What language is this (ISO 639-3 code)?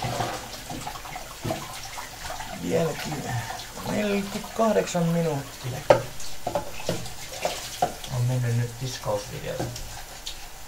fin